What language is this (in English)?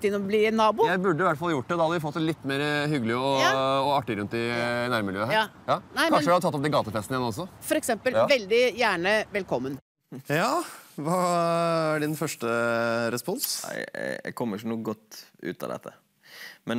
Norwegian